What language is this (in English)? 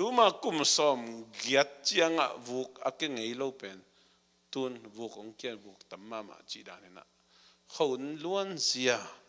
Tedim Chin